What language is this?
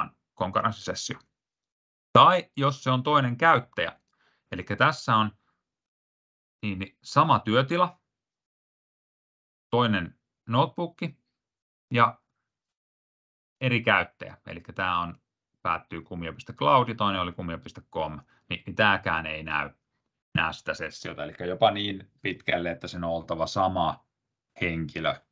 Finnish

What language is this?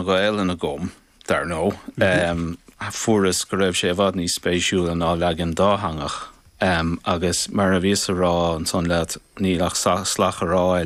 Irish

